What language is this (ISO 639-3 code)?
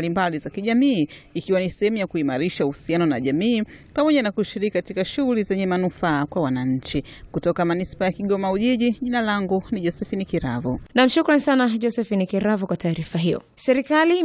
swa